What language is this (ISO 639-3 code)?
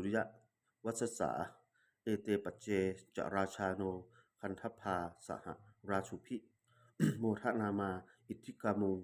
pli